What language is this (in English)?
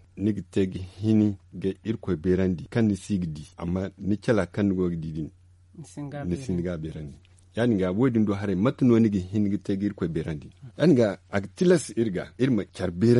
Zarma